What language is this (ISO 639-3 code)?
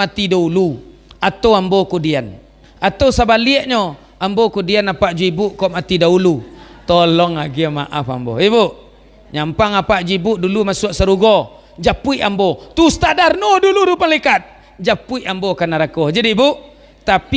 min